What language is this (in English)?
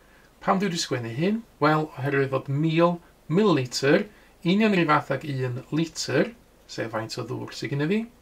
Welsh